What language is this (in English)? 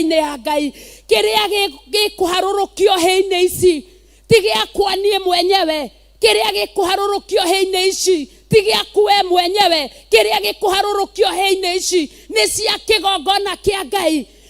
Kikuyu